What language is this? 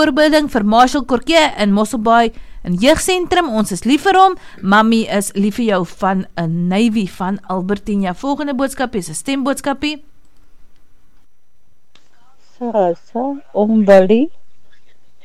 Afrikaans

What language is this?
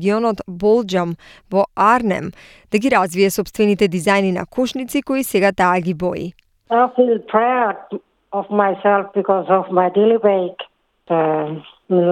Macedonian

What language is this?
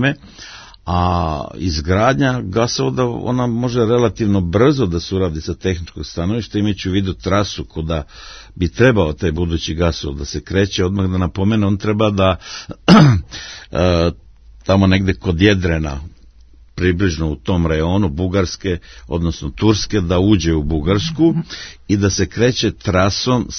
Serbian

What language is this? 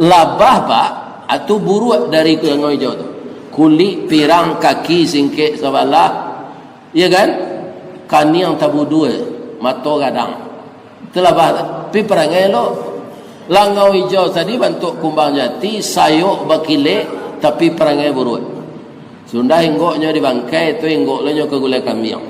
Minangkabau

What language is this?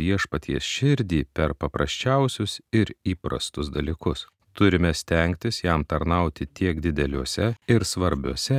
Lithuanian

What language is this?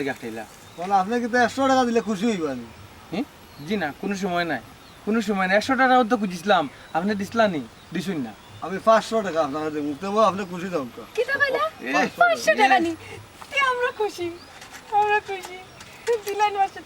Sylheti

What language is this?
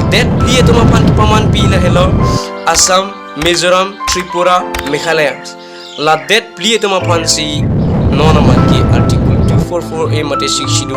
Karbi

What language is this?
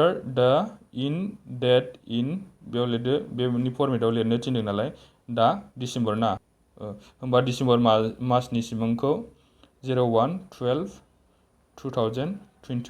Bodo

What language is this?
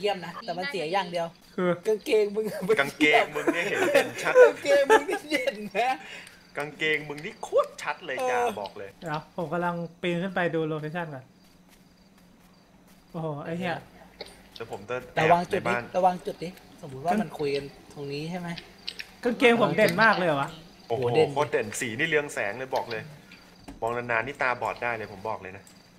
Thai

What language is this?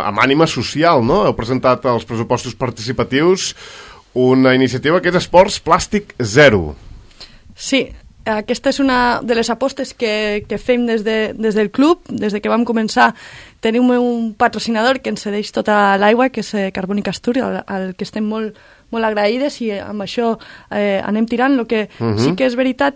Catalan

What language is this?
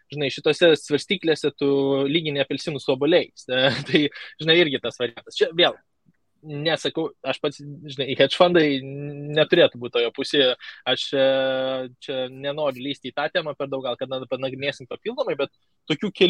Lithuanian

